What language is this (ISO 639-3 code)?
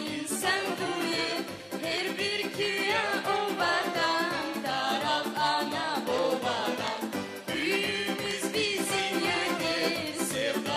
gag